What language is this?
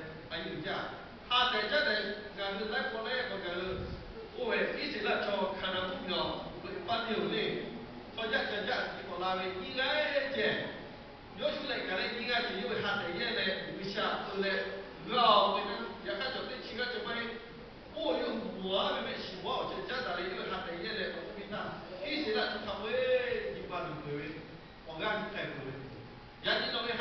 Lahu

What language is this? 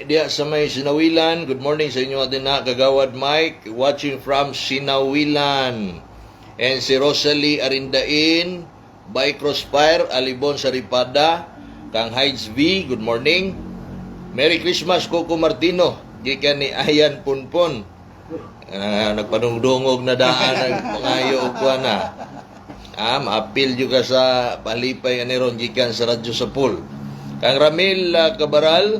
Cebuano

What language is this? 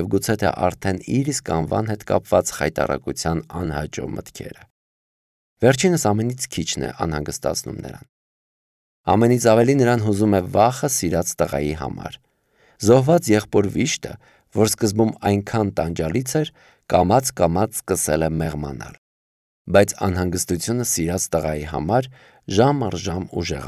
Armenian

